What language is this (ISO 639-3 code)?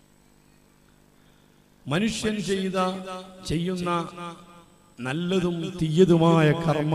mal